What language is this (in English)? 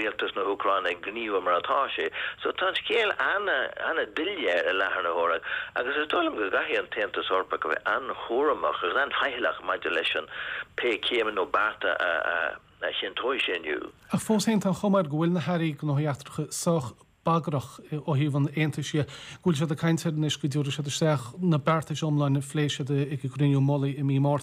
Irish